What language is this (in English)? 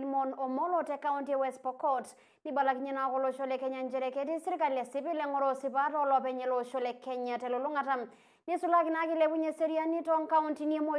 Masai